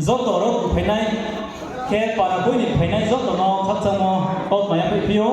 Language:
Riang (India)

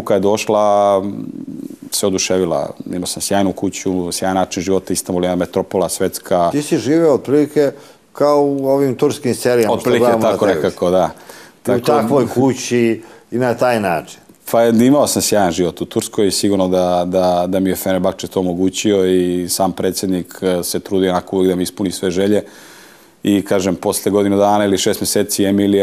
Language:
Serbian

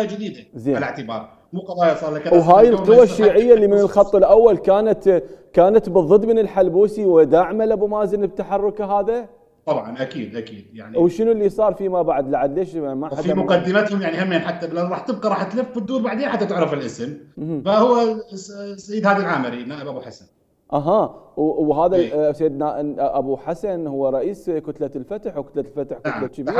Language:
Mesopotamian Arabic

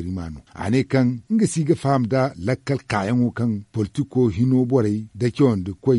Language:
Zarma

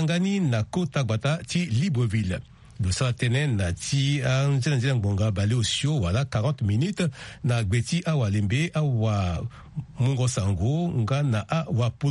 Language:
Sango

